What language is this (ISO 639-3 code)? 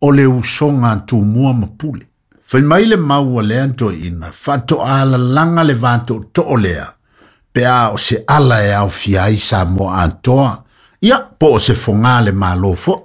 smo